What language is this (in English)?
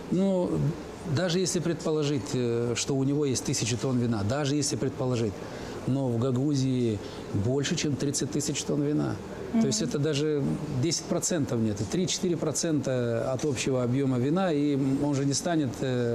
Russian